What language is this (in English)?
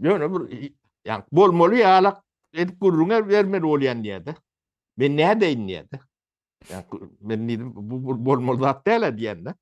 Turkmen